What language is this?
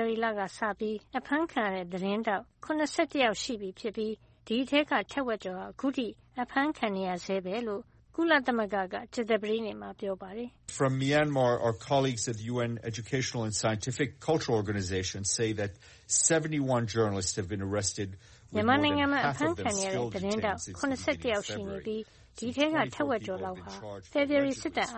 Burmese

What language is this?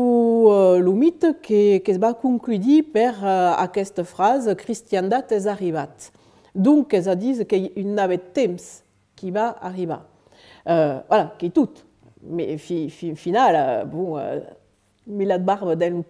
Occitan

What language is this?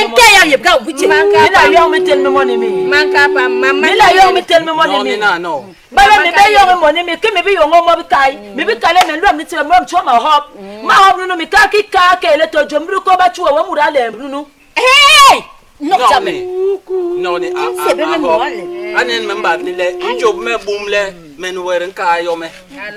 Basaa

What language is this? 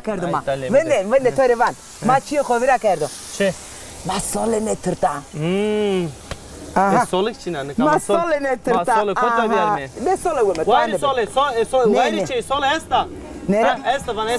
Zaza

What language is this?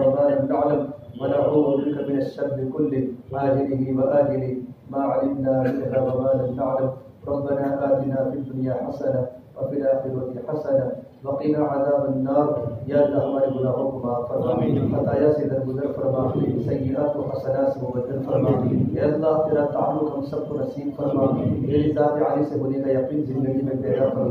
Urdu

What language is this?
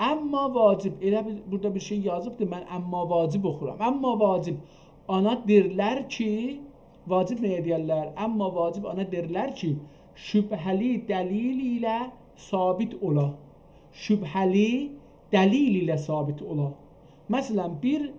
South Azerbaijani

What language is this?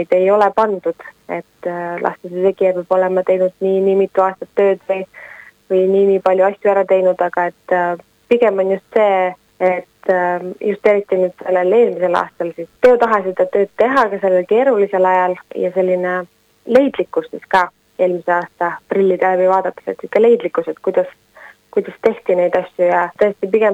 Estonian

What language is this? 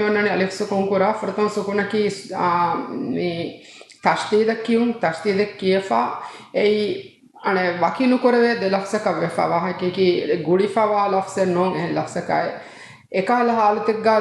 Divehi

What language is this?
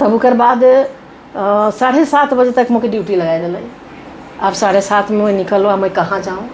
Sadri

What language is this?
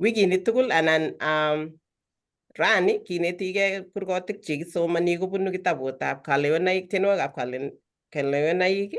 Kalenjin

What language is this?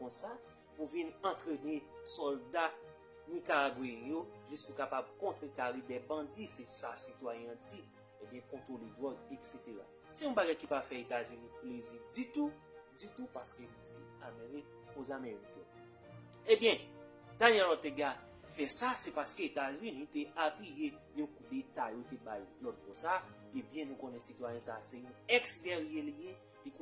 Haitian Creole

